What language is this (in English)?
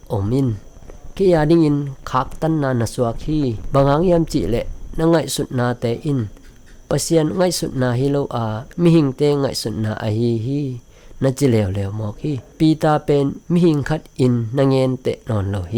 Tedim Chin